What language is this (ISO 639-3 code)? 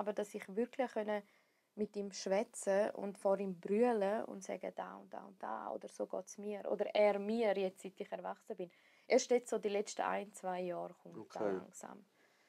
gsw